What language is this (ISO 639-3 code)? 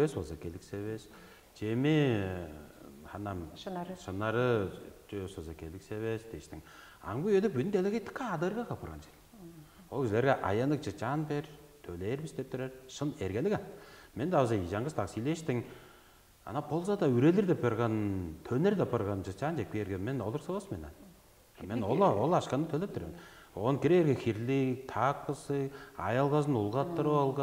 tyv